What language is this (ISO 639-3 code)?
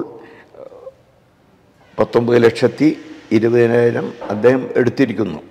mal